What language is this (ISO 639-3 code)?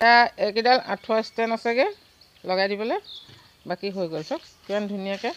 asm